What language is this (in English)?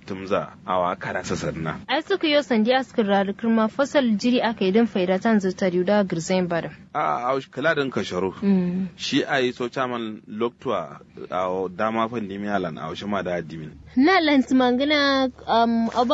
Kanuri